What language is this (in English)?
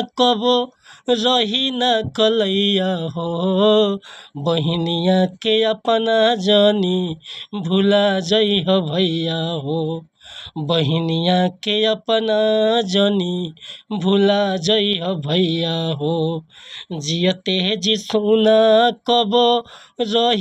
Bhojpuri